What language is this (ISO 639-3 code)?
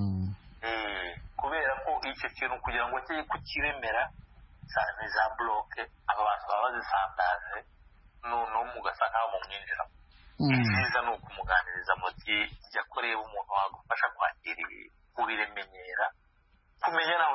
kin